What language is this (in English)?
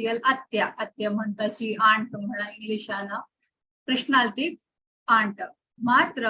Konkani